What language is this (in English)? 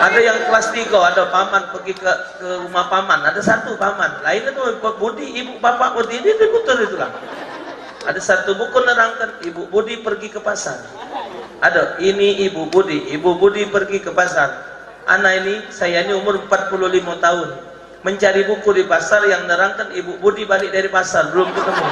Musi